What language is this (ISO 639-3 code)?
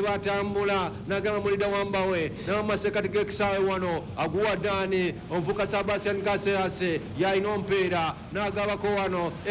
lug